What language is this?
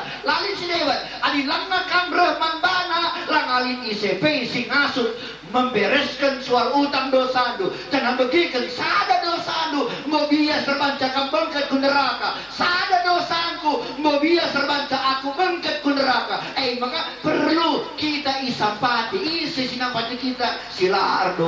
Batak Karo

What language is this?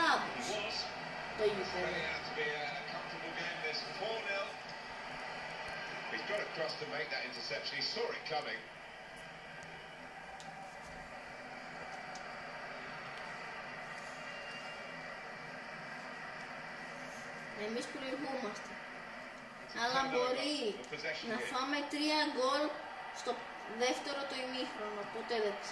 Greek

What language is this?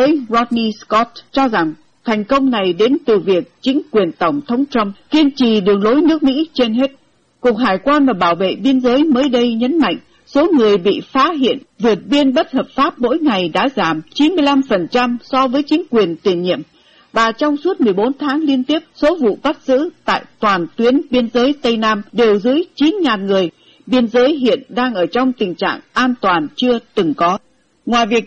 Vietnamese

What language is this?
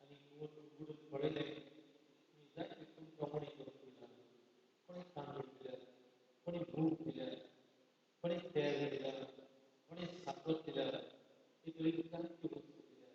Konkani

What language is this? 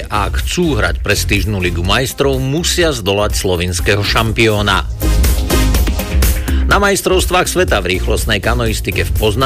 Slovak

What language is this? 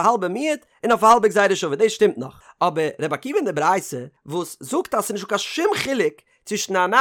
Yiddish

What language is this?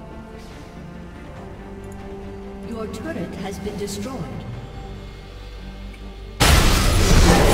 Dutch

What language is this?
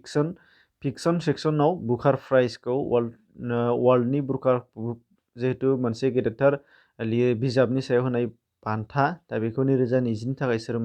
Bodo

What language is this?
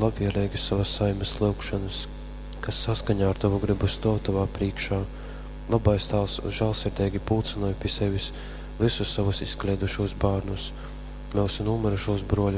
Latgalian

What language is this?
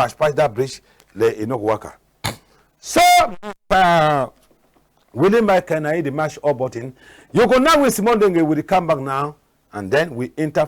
Cameroon Pidgin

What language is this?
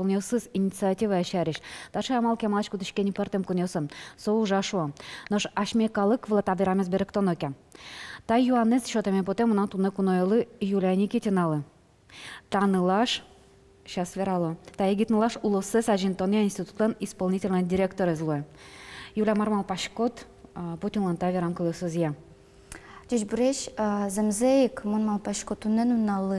Udmurt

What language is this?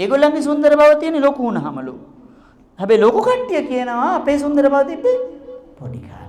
Sinhala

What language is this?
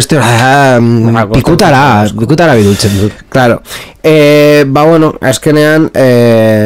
Basque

